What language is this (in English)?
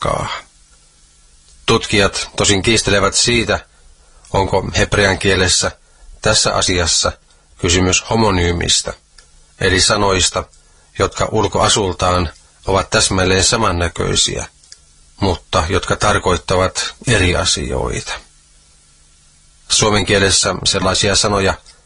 Finnish